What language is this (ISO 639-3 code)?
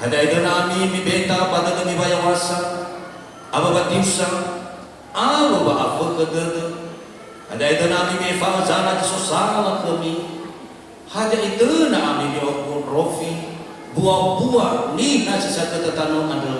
nia